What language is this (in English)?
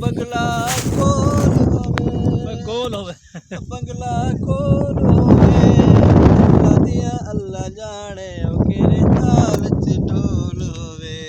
Saraiki